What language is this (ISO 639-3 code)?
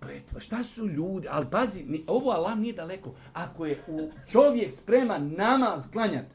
bos